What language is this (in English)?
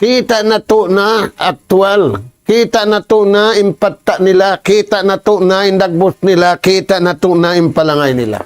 Tausug